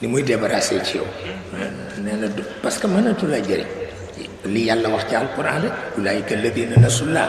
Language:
Wolof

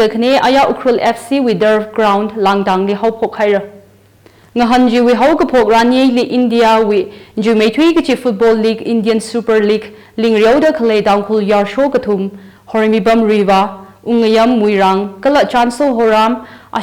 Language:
Tangkhul Naga (India)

